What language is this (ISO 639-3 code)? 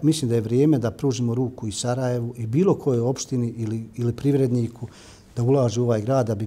bos